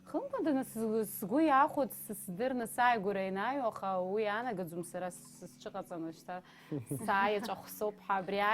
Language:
Abkhazian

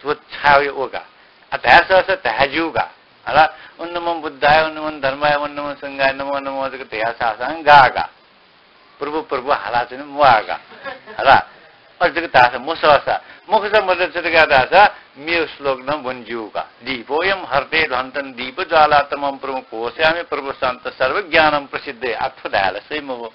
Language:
Newari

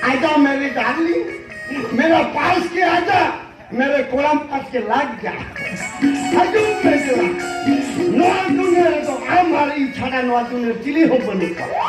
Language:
Santali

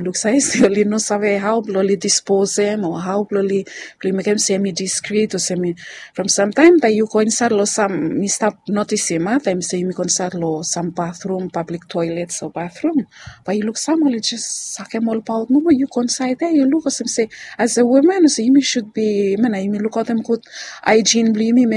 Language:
Bislama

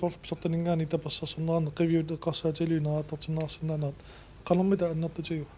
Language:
Kalaallisut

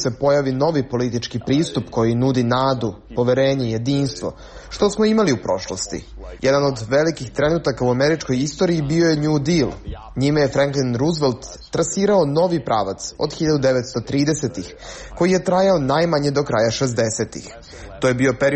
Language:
Serbian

